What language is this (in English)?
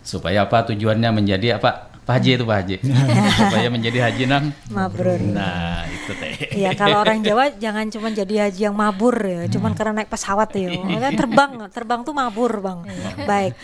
Banjar